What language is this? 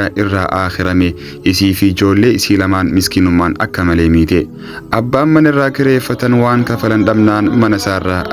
Oromo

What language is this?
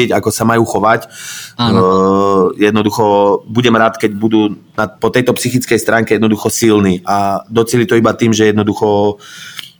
Slovak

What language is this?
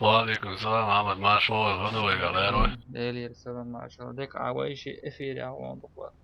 Chechen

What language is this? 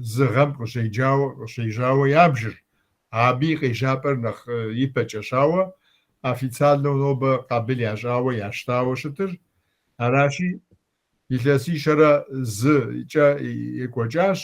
Kabardian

